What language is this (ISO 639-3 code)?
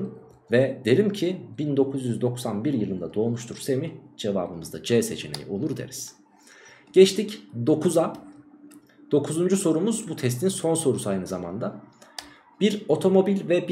tur